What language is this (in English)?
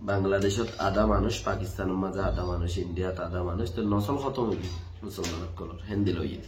Rohingya